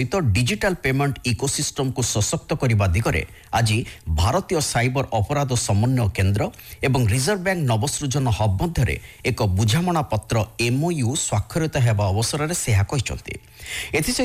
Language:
Odia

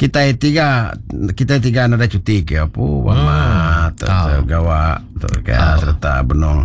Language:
Iban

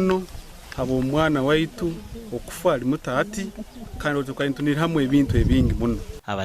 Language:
Nyankole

